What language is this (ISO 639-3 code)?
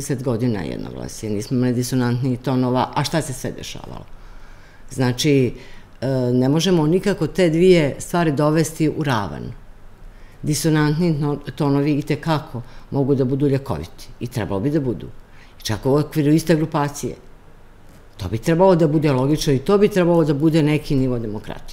srp